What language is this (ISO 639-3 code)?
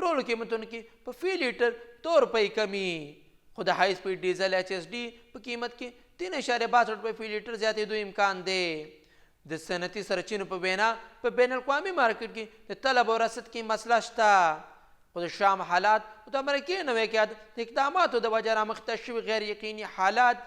pus